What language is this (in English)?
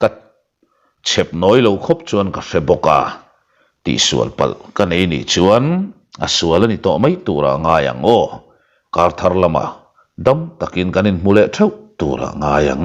Mizo